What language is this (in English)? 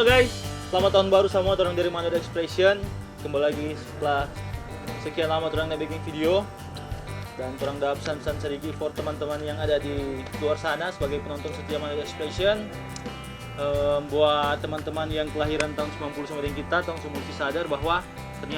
Manado Malay